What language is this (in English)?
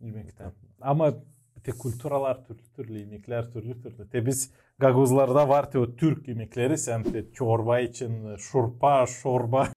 Gagauz